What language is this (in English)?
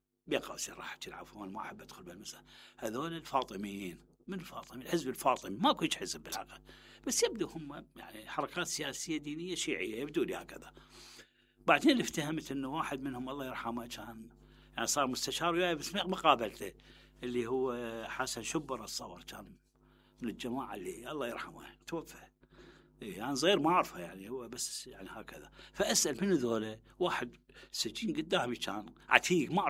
Mesopotamian Arabic